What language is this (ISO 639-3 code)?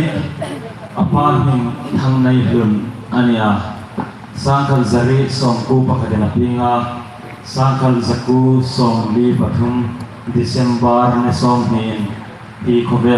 hmr